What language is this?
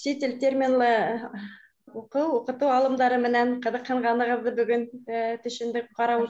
Bashkir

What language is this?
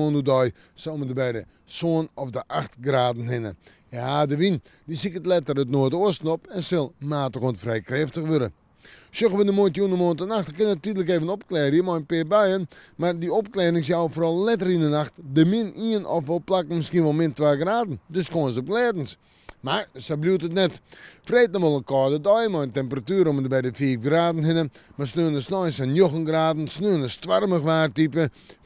Western Frisian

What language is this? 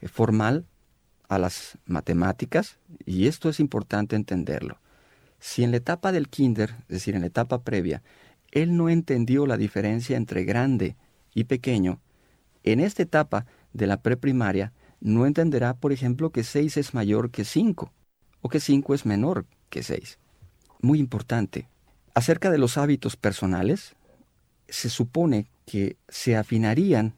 Spanish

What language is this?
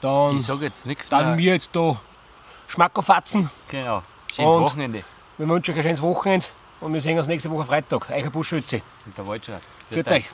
Bavarian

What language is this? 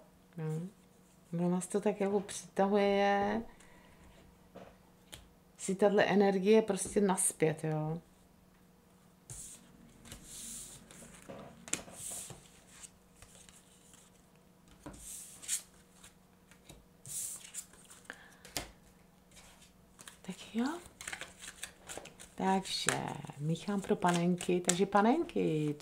Czech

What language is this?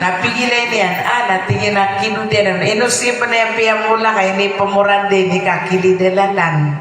Maranao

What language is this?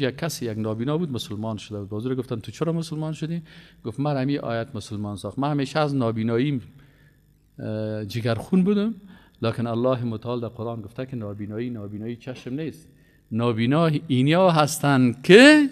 Persian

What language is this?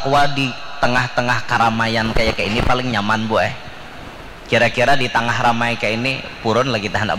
Banjar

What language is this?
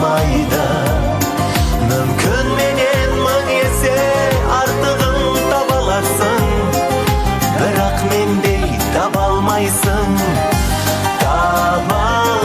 Kazakh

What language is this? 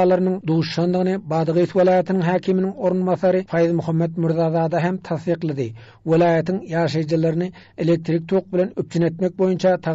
Turkmen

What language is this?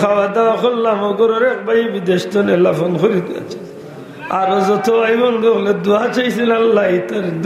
Sylheti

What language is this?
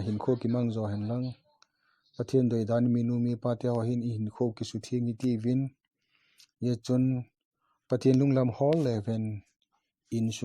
Vaiphei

